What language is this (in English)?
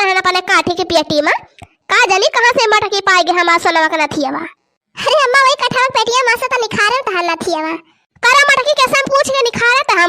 Awadhi